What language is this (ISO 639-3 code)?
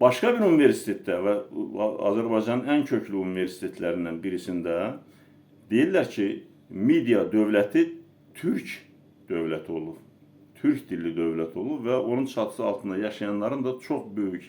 aze